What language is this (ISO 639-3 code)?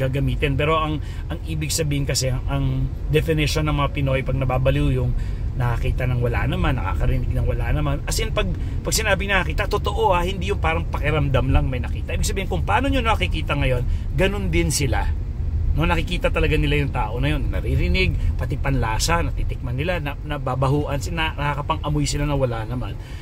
fil